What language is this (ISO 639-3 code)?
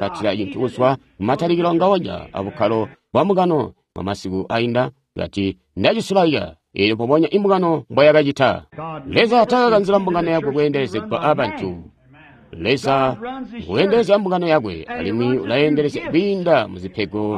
toi